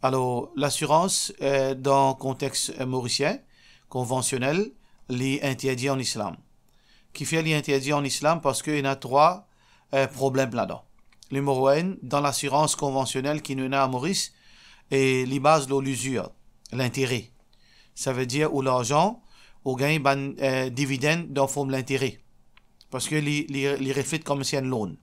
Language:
Morisyen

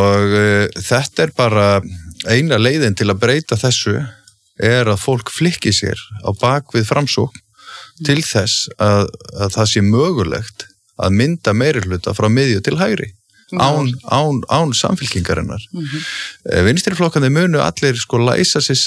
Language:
Icelandic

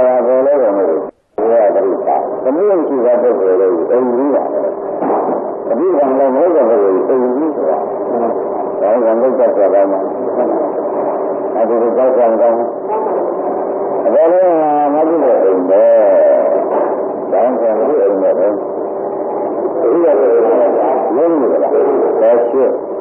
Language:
Burmese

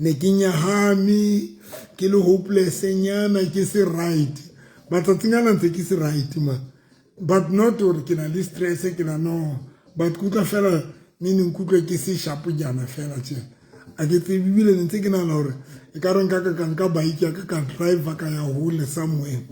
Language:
Southern Sotho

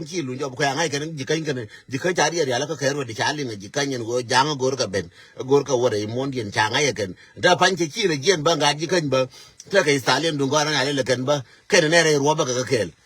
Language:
Nuer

